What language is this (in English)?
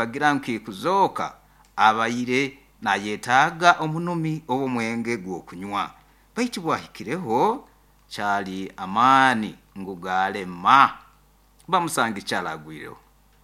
Nyankole